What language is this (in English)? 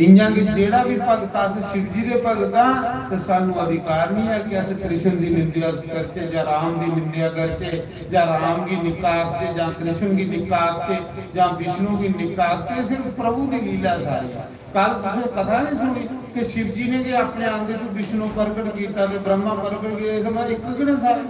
Dogri